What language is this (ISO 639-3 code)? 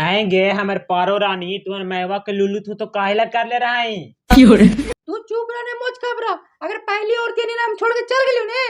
mag